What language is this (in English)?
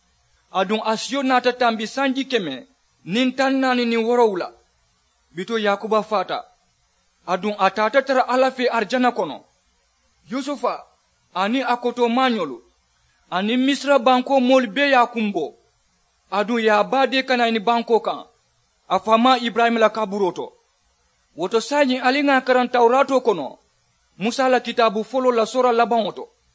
Mandingo